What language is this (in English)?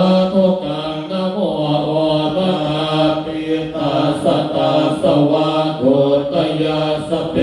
Pali